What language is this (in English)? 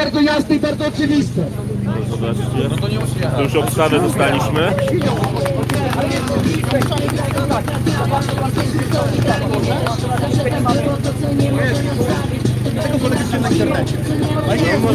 Polish